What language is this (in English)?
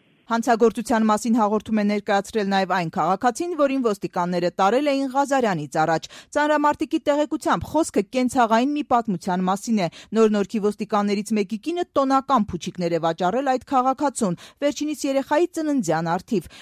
Armenian